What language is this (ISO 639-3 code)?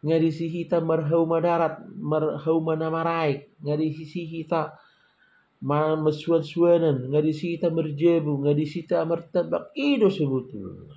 bbc